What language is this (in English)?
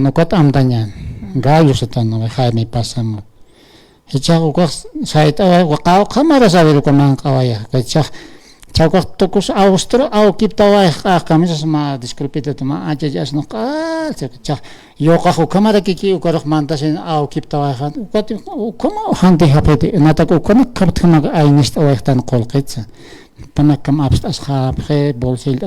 Aymara